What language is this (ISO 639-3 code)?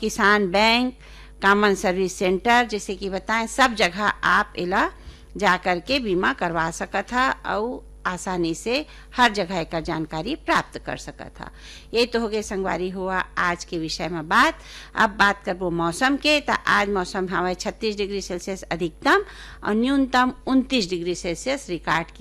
hne